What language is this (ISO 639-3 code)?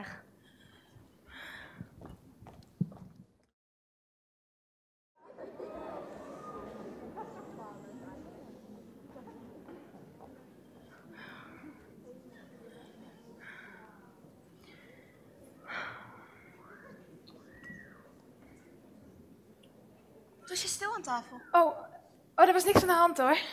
nld